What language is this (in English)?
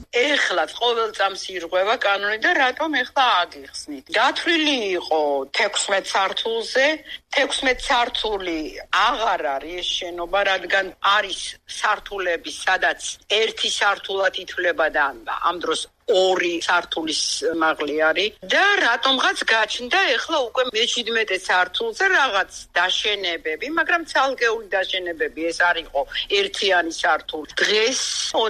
Georgian